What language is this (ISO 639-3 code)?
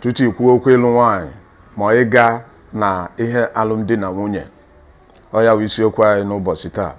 ibo